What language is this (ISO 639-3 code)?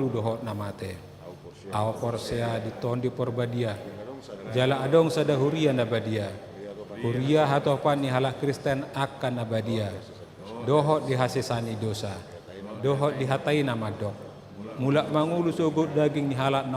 bbc